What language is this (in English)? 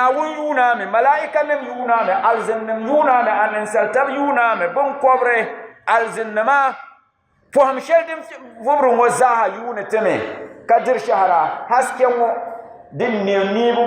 Dagbani